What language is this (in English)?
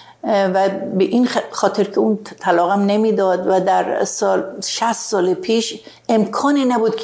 Persian